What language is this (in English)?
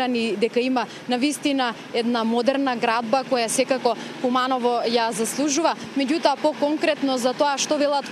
Macedonian